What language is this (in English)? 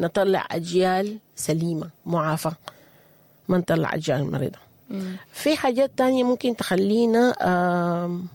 Sudanese Arabic